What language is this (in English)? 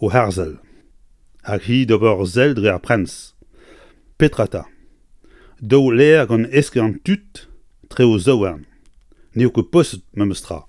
Breton